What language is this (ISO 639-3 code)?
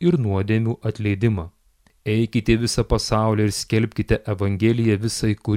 lit